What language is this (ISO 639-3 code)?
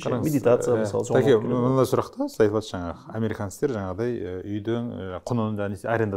kaz